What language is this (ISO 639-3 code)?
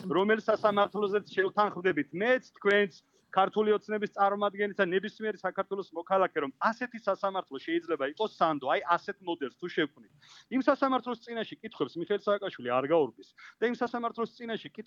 kat